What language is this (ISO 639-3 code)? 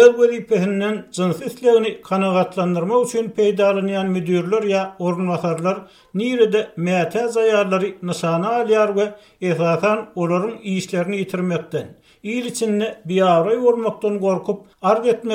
tuk